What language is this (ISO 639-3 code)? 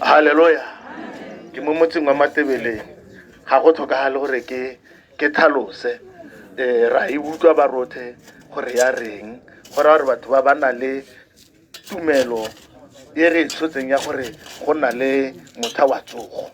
tsn